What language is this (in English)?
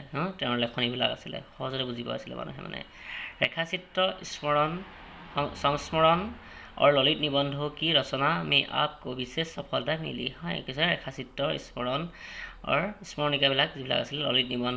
Assamese